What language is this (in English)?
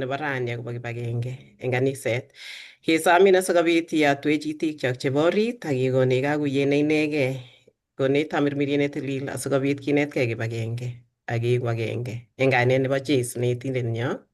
Kalenjin